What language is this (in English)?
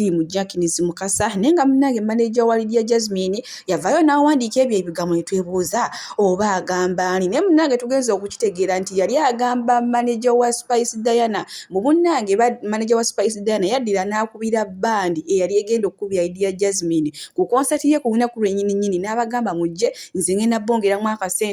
Ganda